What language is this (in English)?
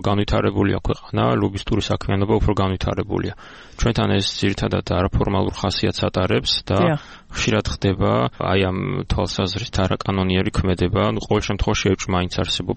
Georgian